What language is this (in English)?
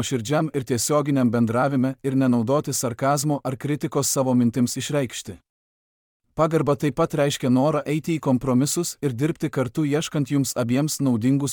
Lithuanian